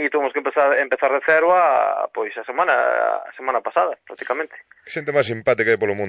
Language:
Galician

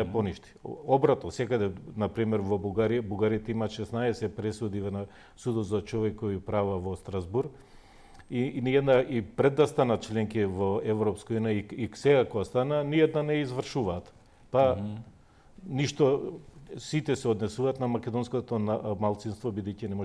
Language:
Macedonian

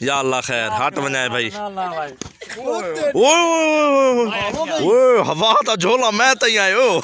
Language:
Saraiki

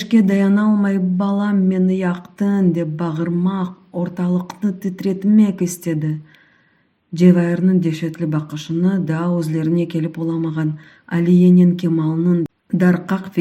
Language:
Crimean Tatar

